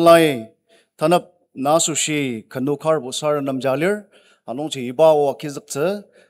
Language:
Ao Naga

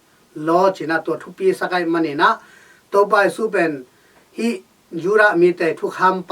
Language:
Tedim Chin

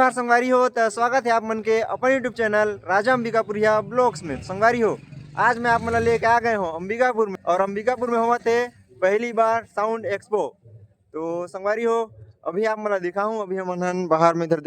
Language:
Chhattisgarhi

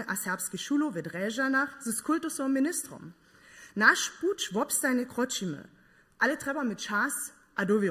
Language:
Upper Sorbian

